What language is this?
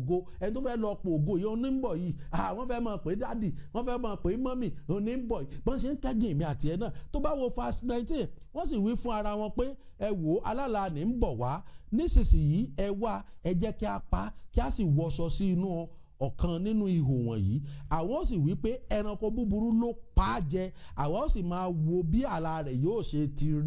Yoruba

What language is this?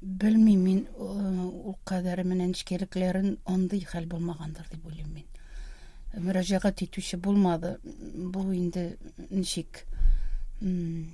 Tatar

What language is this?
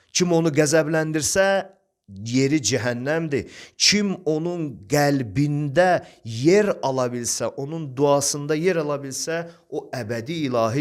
Azerbaijani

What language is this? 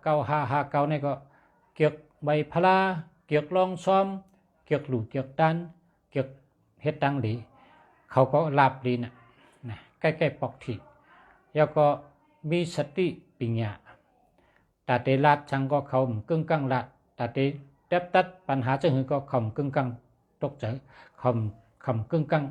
Shan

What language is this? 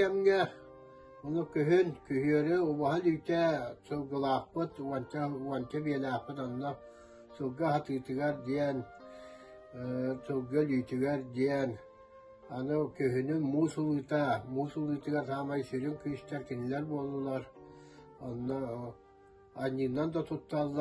Yakut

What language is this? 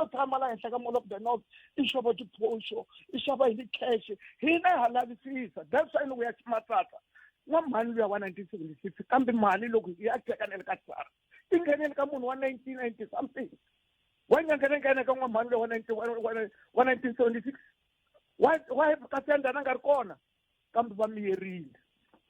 Tsonga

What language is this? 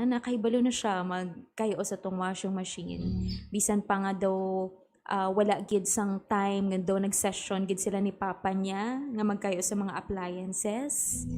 Hiligaynon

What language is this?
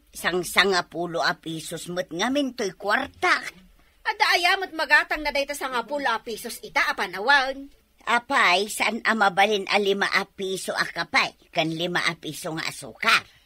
Iloko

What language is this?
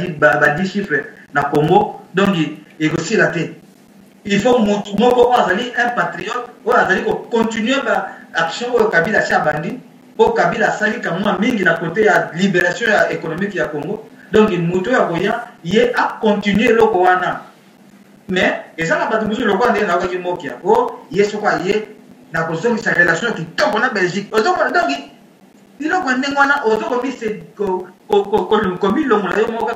Lingala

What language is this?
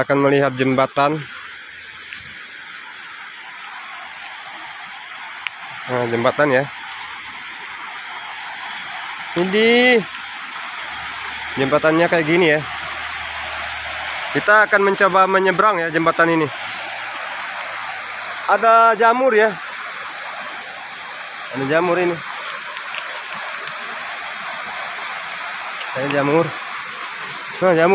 Indonesian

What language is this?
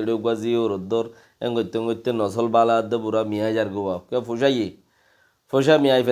Rohingya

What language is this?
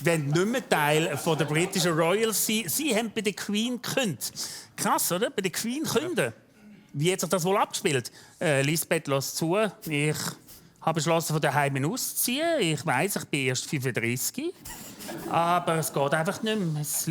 Swiss German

